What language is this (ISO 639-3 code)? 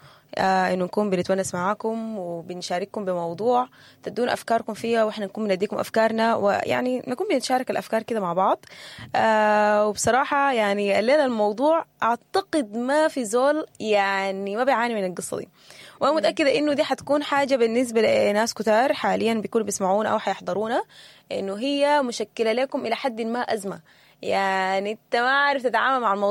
apd